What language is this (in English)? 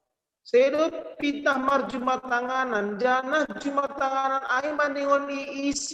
Batak Simalungun